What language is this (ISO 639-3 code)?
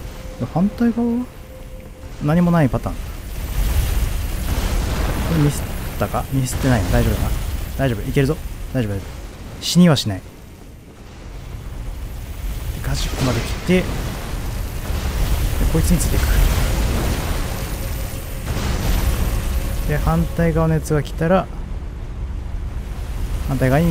jpn